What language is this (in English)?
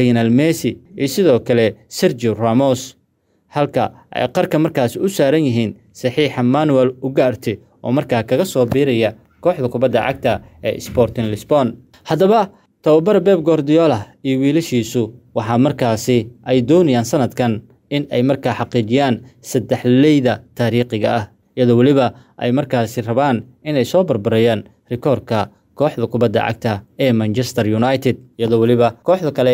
Somali